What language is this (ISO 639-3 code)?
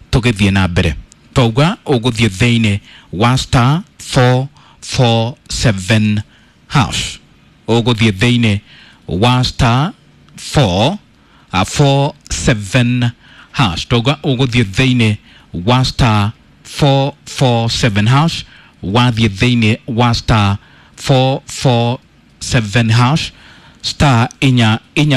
kik